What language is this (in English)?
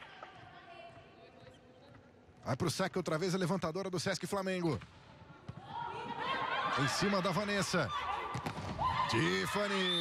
Portuguese